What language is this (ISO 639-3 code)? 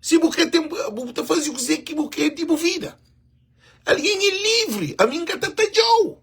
kea